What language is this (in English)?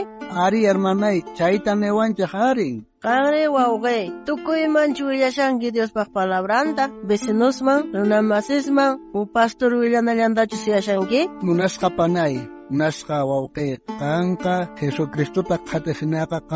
South Bolivian Quechua